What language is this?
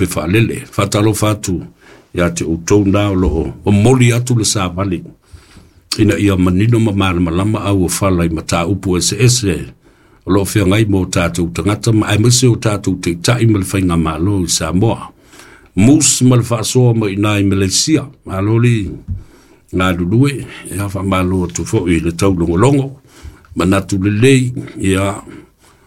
Samoan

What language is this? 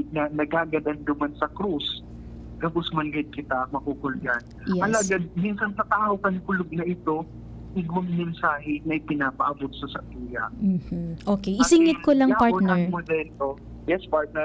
Bikol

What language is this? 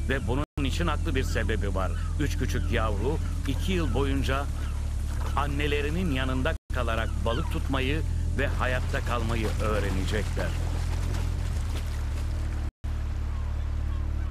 Turkish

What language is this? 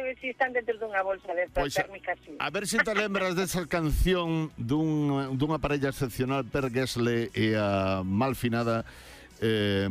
Galician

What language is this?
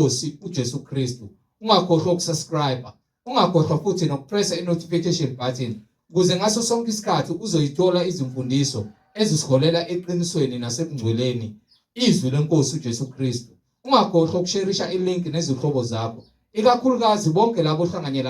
Zulu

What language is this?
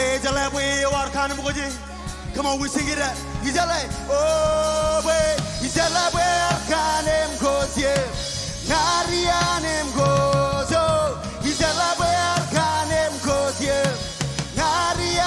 Marshallese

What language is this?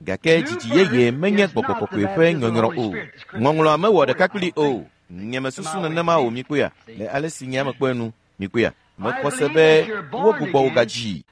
Ewe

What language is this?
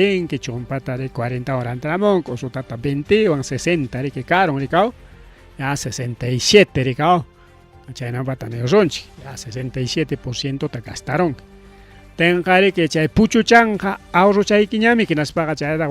Ayacucho Quechua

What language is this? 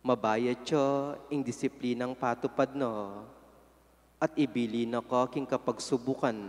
Pampanga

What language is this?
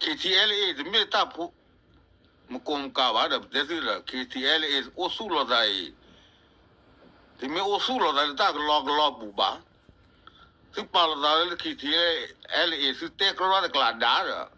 S'gaw Karen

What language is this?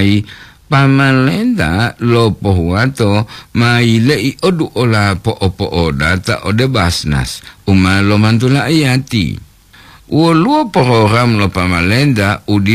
Gorontalo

